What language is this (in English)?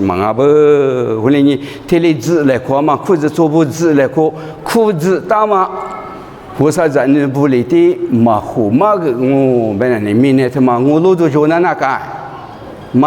Lisu